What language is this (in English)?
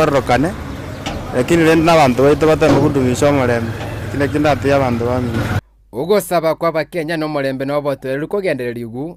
Gusii